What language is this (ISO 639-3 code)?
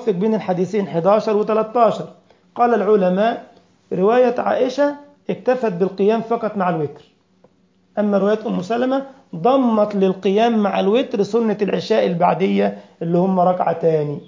ara